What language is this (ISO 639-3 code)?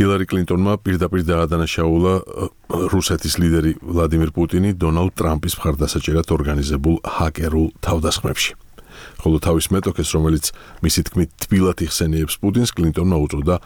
kat